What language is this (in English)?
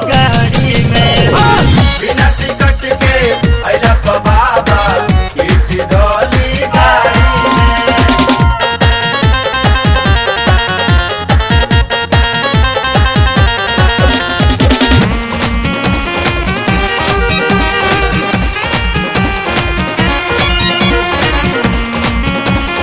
Bhojpuri